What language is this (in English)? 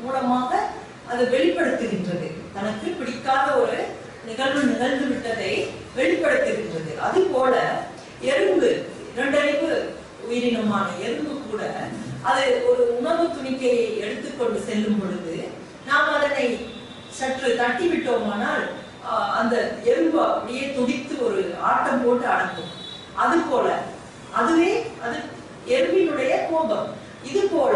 Tamil